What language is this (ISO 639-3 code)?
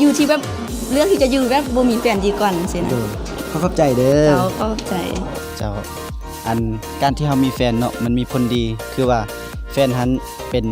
lao